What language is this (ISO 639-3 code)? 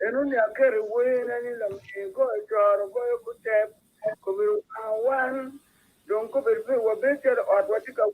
ach